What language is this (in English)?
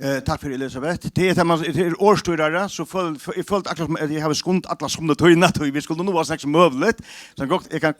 Faroese